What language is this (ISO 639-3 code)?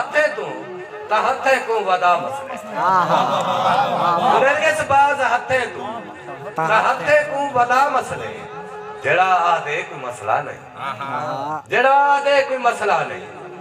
skr